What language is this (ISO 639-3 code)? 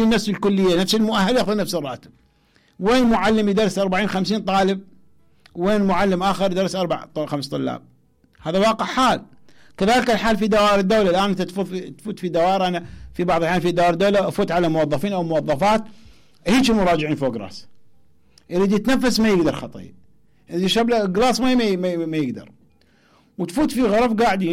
acm